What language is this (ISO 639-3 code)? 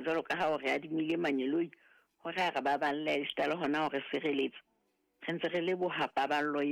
sot